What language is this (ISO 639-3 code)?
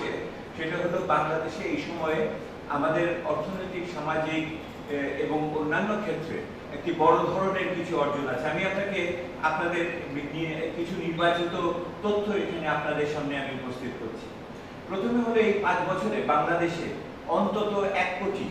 ben